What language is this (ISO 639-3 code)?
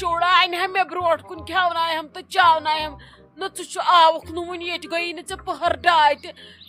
kas